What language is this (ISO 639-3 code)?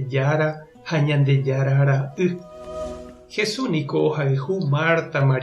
grn